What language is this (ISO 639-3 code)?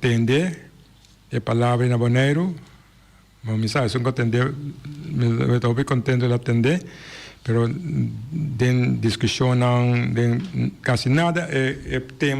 pap